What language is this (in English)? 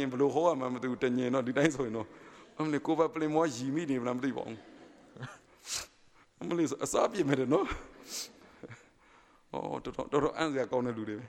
Burmese